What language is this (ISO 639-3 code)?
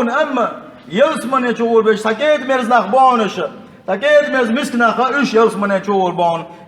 che